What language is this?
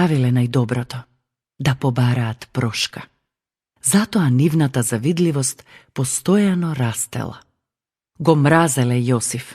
Macedonian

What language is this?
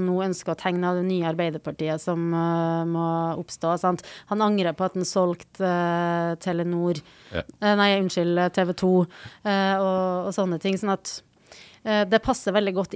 Norwegian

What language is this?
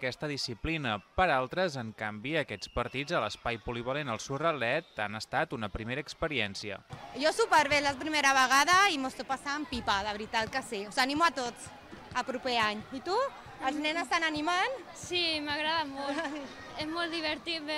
Catalan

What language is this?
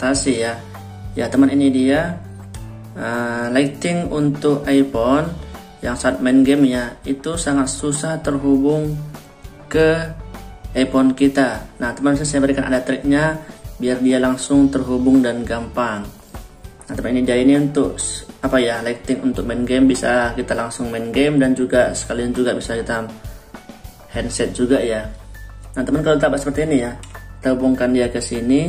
Indonesian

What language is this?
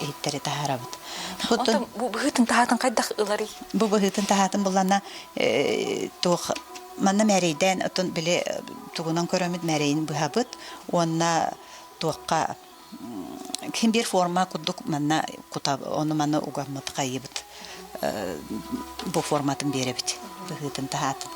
Yakut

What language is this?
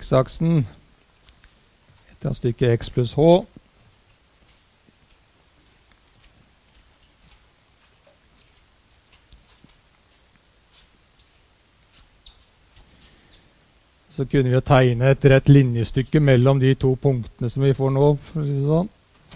Norwegian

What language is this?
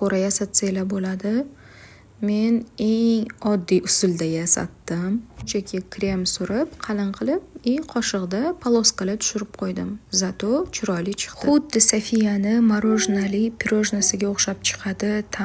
Uzbek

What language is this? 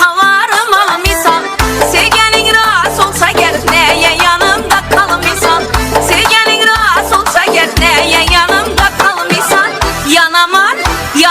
Kara-Kalpak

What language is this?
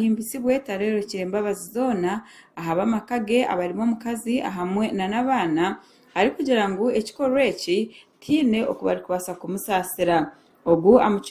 Nyankole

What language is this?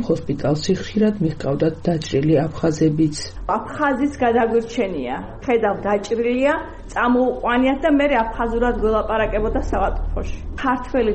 Georgian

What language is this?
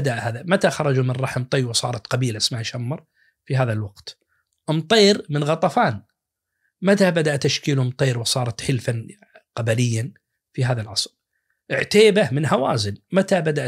Najdi Arabic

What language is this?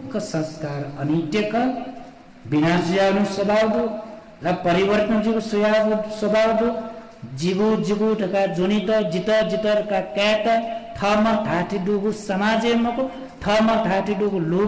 Newari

